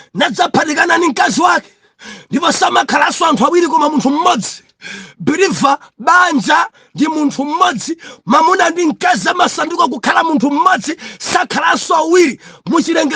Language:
Nyanja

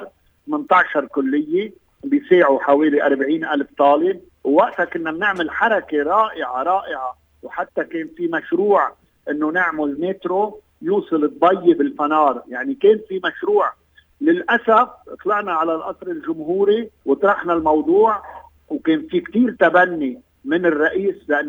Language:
North Levantine Arabic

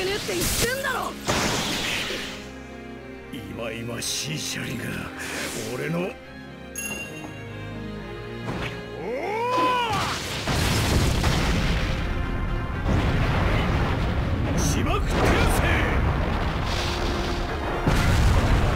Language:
Japanese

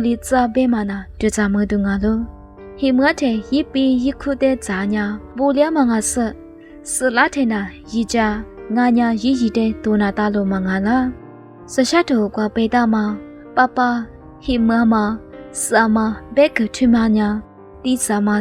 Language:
Lisu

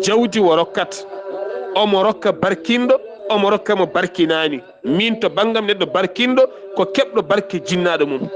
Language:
Fula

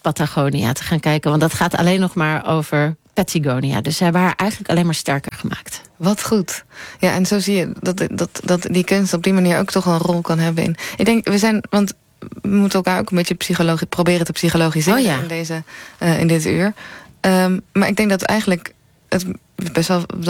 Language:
Dutch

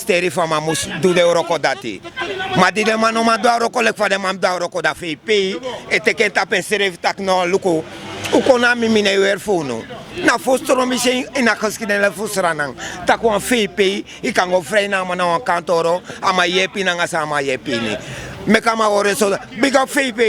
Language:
Sranan Tongo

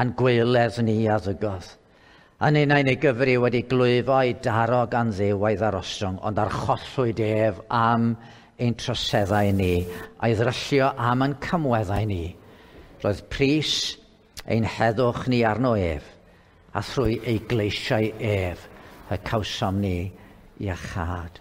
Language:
Welsh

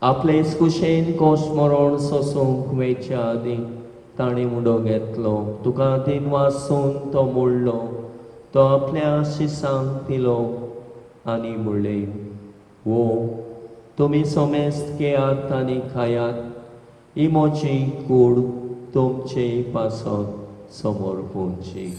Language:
Konkani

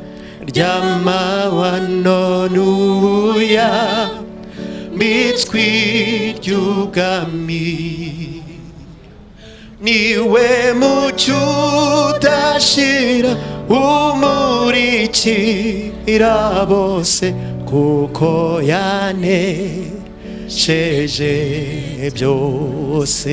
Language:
Kinyarwanda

